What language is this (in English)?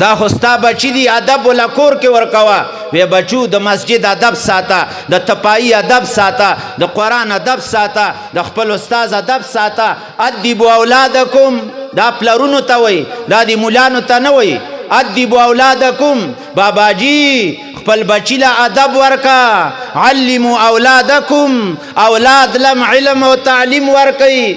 Pashto